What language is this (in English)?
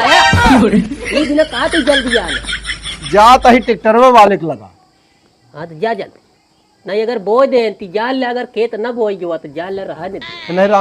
Awadhi